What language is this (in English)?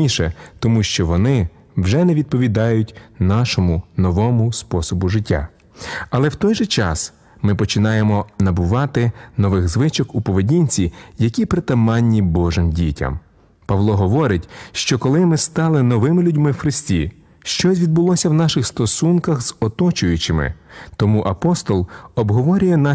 Ukrainian